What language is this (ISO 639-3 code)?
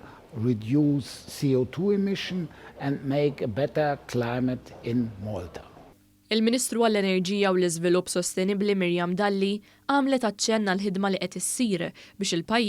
mlt